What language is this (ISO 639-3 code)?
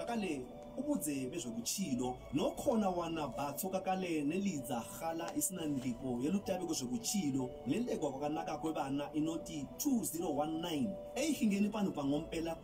sna